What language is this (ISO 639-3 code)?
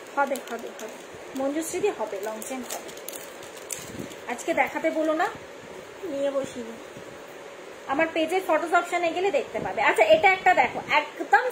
ben